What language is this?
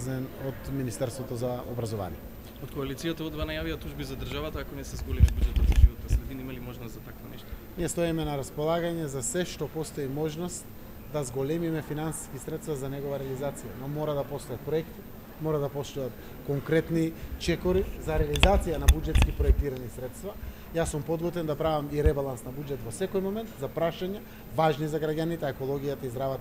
Macedonian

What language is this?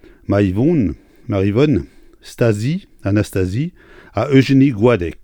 Breton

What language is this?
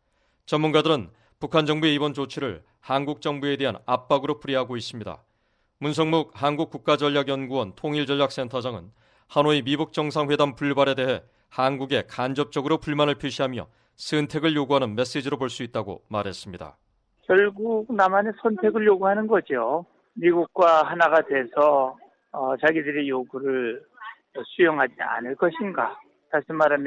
Korean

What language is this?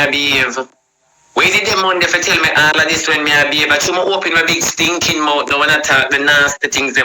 Jamaican Creole English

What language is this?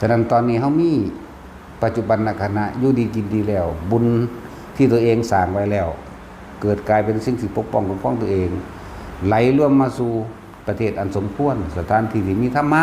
Northeastern Thai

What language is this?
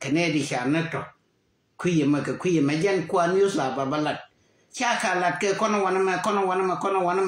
Nuer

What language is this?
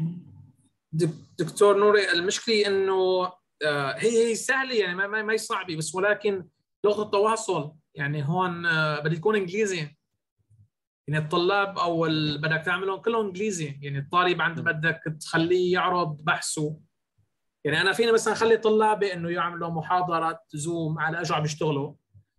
North Levantine Arabic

